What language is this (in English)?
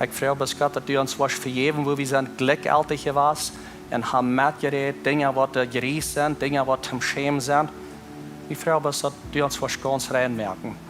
Plautdietsch